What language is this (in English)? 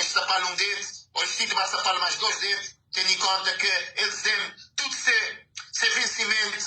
Kabuverdianu